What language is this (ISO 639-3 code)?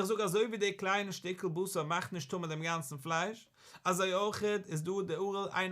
yid